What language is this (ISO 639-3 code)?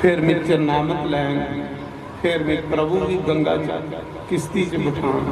doi